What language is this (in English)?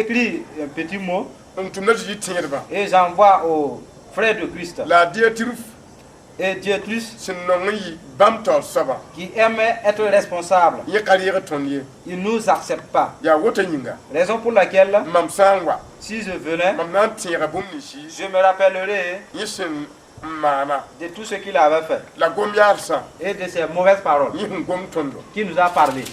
Mossi